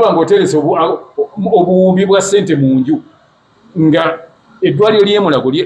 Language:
Ganda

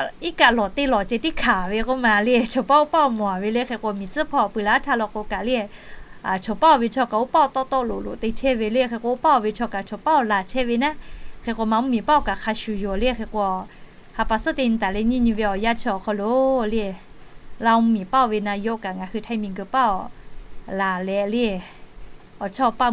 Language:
Lahu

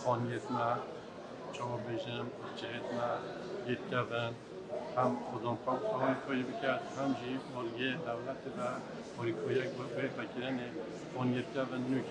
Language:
Kurdish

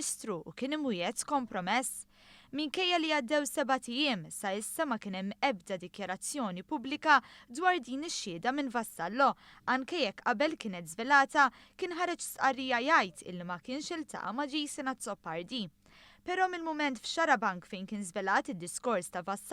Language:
Maltese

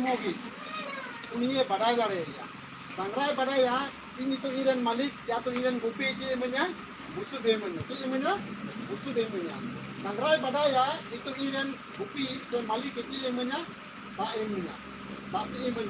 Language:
Santali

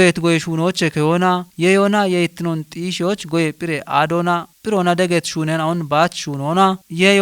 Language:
Kafa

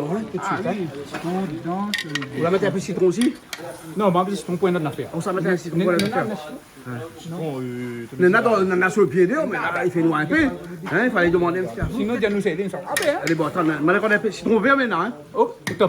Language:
Réunion Creole French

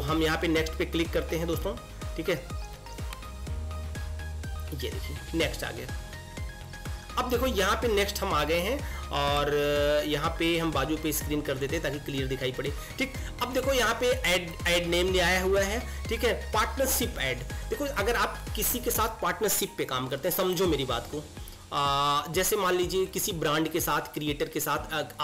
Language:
Hindi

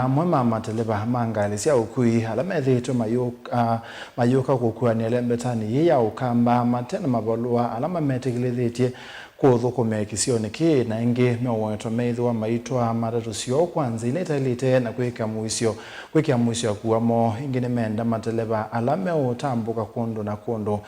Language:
Kamba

